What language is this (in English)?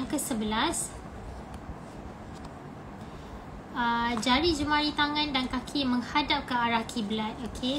Malay